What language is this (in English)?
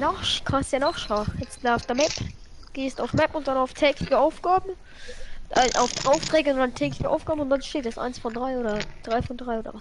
Bavarian